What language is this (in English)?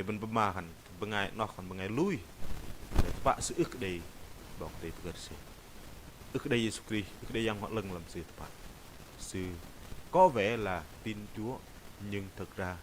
Bahnar